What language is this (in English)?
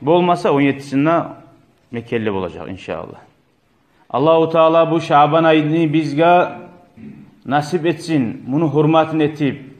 Kumyk